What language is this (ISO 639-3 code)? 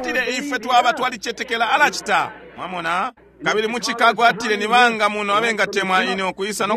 bem